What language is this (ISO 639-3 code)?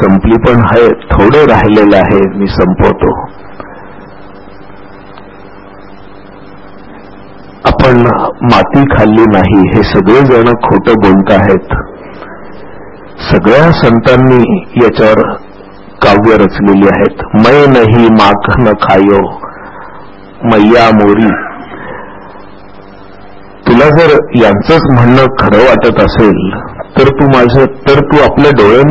mar